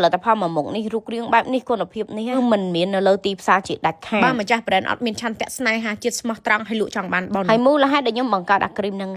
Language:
Khmer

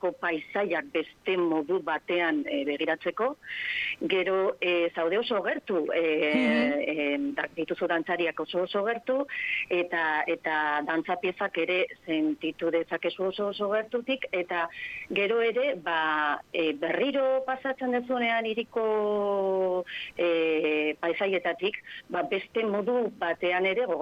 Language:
Basque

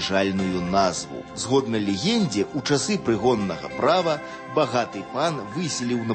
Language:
Belarusian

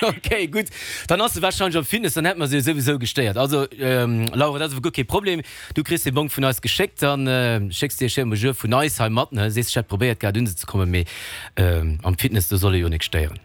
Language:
Luxembourgish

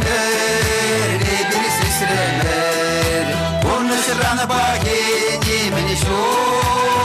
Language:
Chuvash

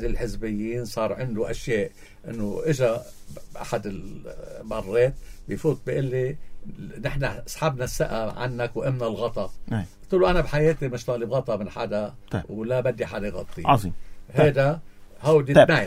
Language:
North Levantine Arabic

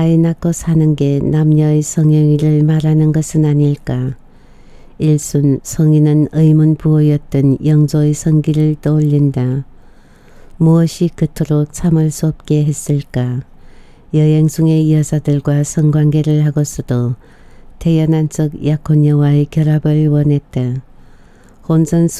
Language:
Korean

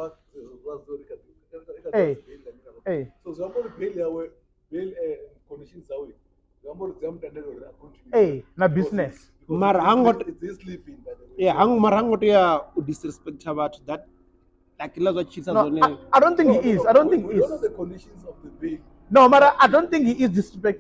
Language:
Venda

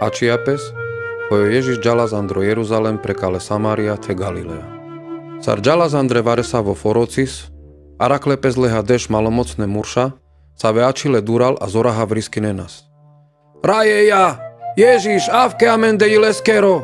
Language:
Carpathian Romani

